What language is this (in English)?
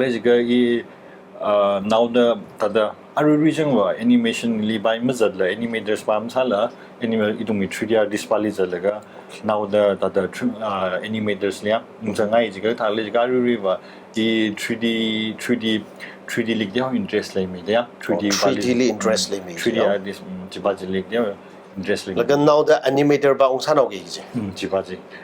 Tangkhul Naga (India)